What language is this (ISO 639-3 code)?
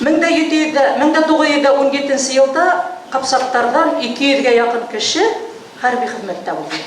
bak